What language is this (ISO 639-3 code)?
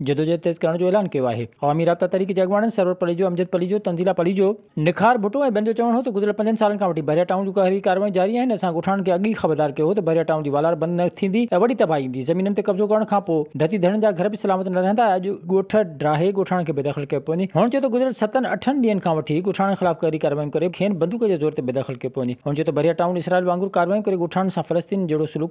snd